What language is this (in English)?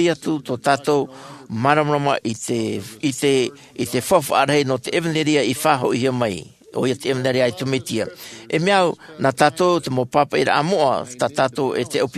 Tahitian